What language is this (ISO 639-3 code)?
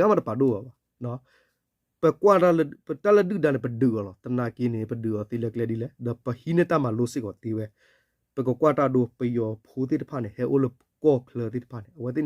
ksw